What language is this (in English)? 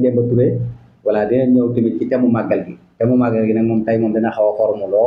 Wolof